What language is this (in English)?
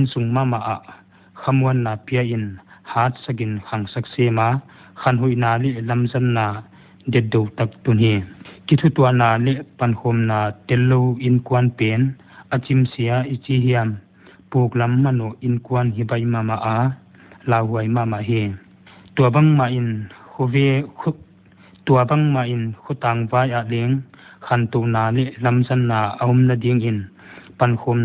Paite Chin